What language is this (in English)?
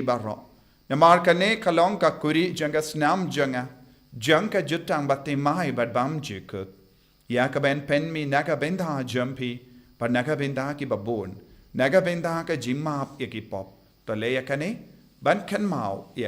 Khasi